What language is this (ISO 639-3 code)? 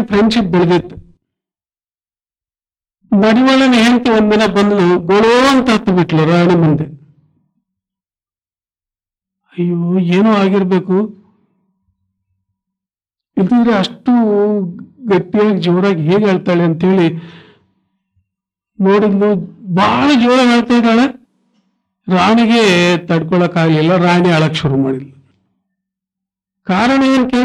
kan